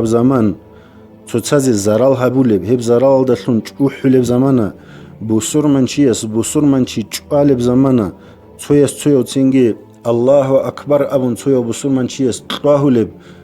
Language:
Avaric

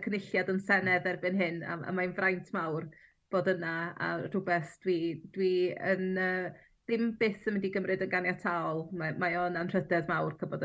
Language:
Welsh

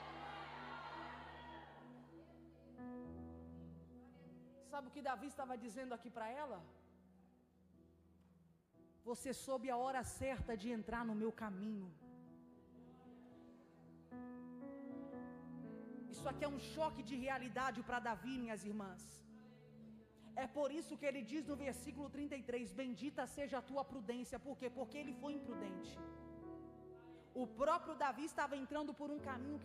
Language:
Portuguese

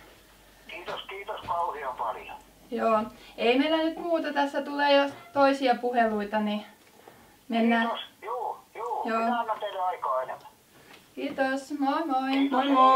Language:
Finnish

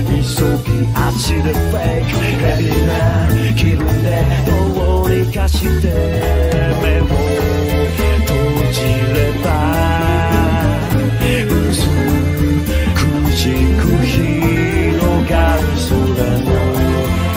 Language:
Japanese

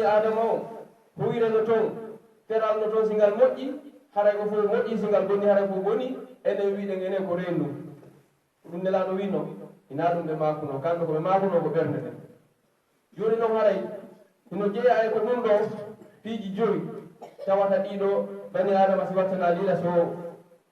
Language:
Pular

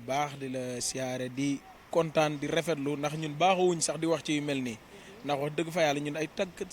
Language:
Wolof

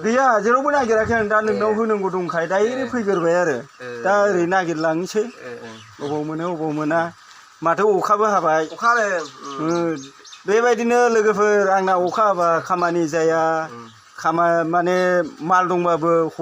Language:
Bodo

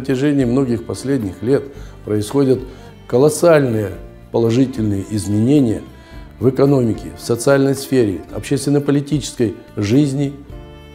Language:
Russian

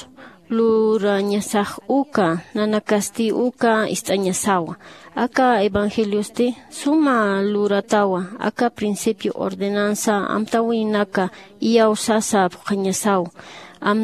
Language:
Aymara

